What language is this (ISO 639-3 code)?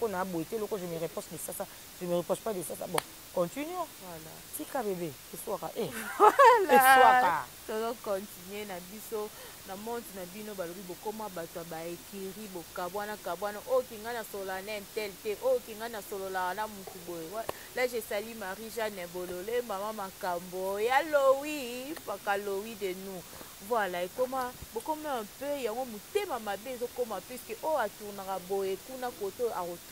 lin